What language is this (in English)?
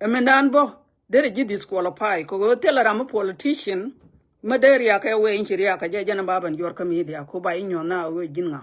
Nuer